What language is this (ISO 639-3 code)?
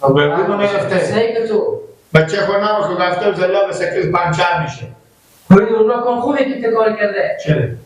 fas